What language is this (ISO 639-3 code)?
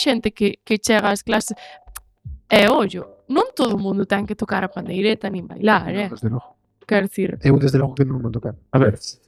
glg